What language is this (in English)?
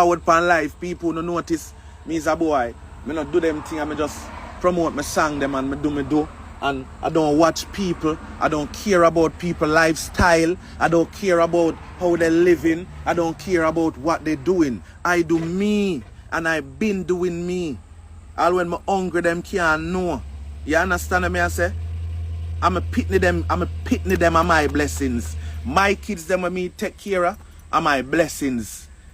Jamaican Creole English